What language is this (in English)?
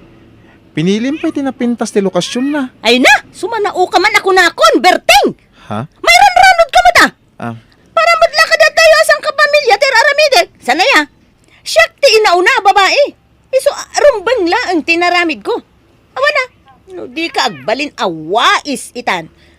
Iloko